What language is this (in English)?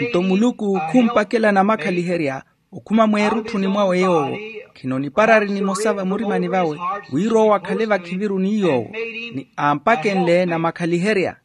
Makhuwa